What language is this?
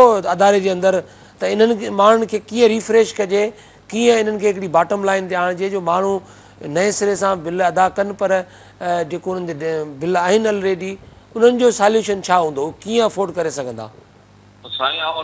Sindhi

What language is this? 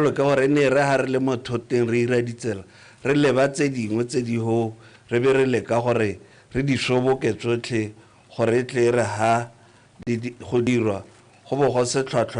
Tswana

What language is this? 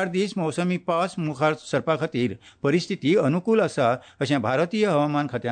Konkani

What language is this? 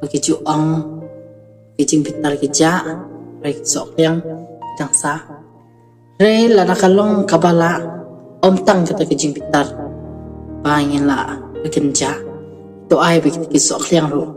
Khasi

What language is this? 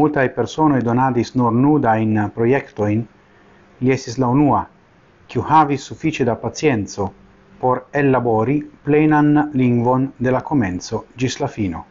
Esperanto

